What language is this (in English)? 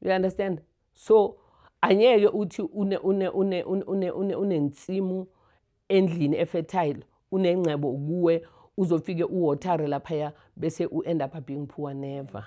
Zulu